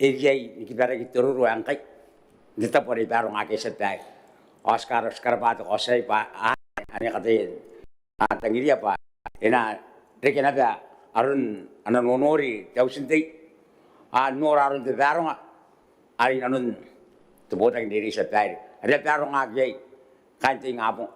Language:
Gilbertese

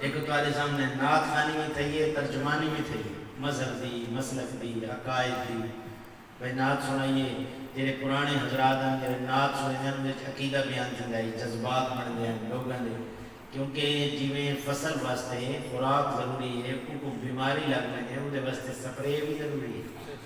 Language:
Saraiki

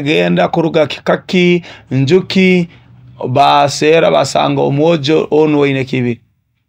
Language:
Nyoro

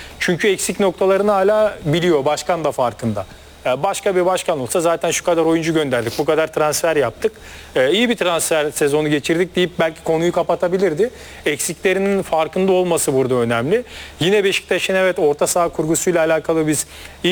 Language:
Turkish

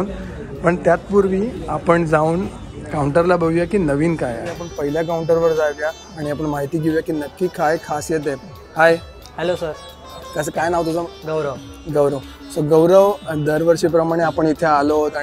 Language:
Marathi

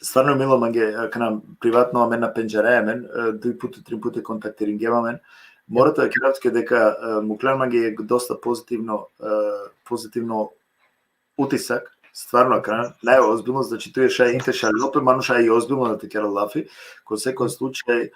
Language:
Balkan Romani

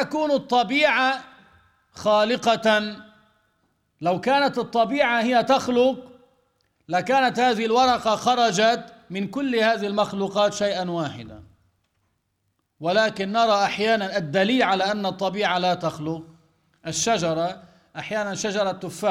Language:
Arabic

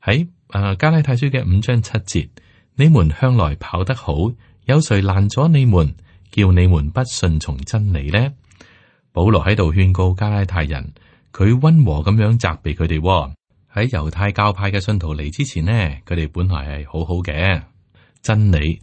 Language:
Cantonese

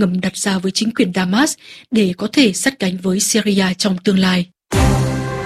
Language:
Vietnamese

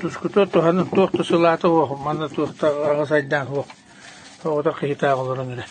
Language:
Yakut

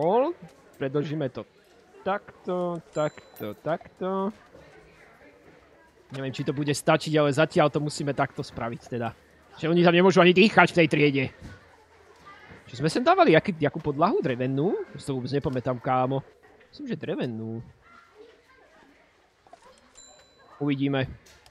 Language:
Slovak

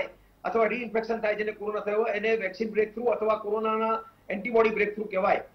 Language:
Gujarati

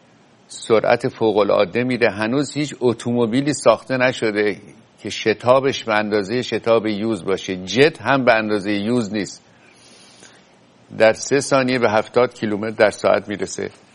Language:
Persian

